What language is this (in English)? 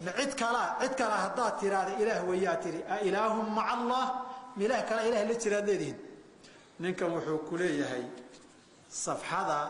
Somali